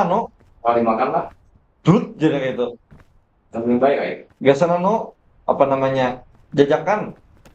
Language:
Banjar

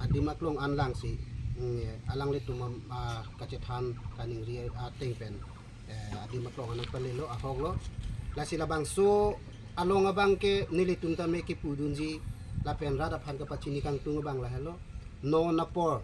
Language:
Karbi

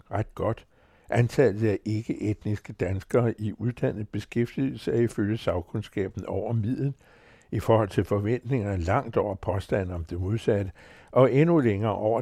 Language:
Danish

